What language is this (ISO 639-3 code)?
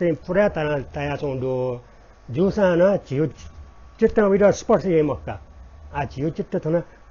new